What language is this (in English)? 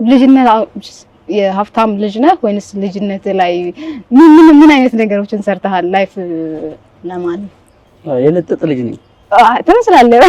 Amharic